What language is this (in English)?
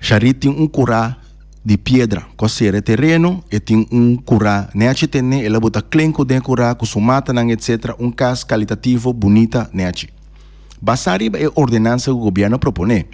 Papiamento